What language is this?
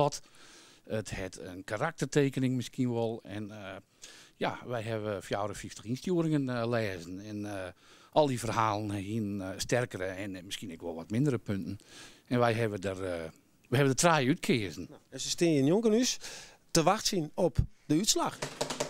Western Frisian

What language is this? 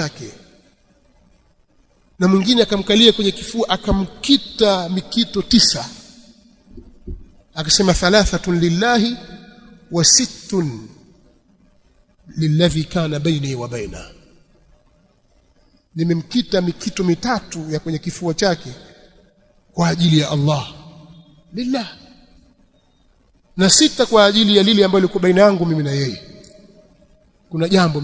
Swahili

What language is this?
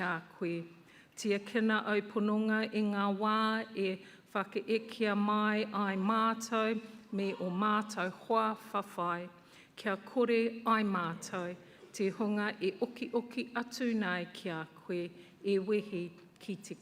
Māori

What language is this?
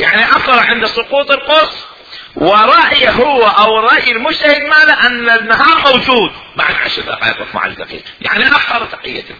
Mesopotamian Arabic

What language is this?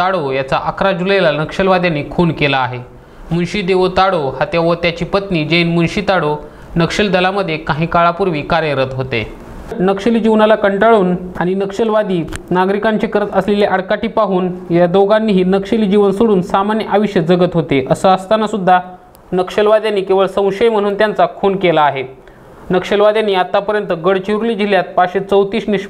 Marathi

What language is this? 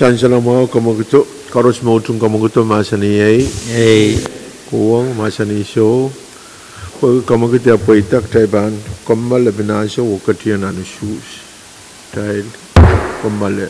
Pohnpeian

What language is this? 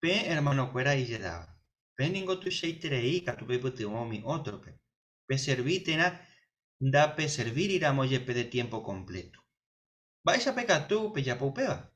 Guarani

